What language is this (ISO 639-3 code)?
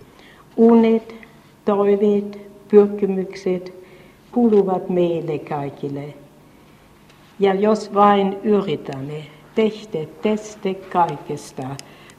fin